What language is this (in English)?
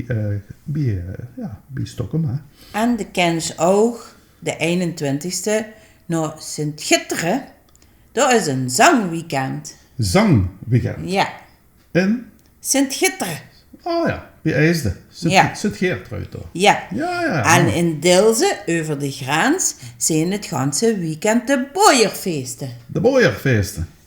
Limburgish